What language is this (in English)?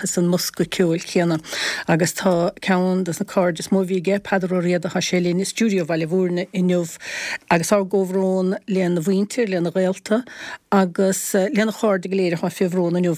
Irish